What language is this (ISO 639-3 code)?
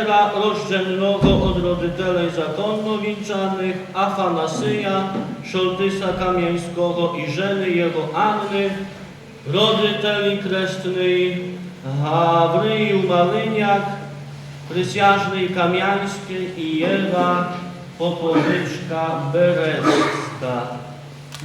rue